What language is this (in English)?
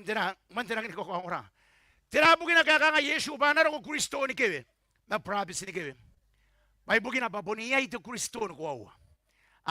Gilbertese